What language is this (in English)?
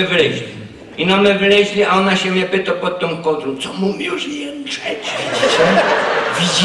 Silesian